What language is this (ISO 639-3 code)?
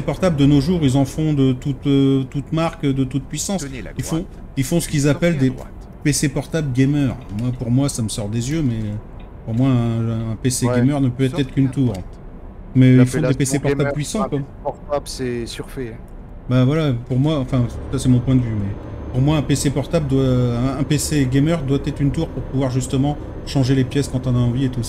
fra